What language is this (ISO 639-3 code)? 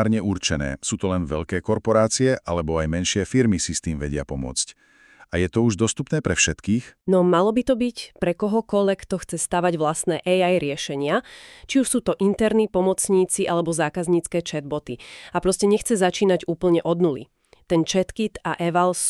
slk